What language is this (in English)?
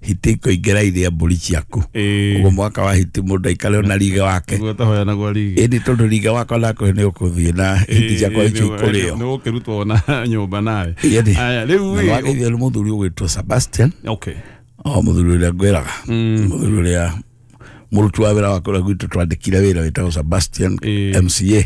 Kikuyu